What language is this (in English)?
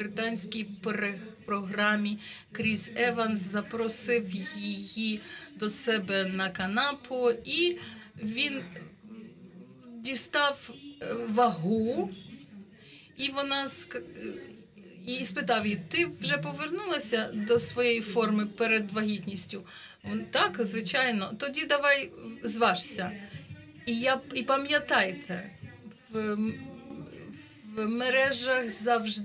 Ukrainian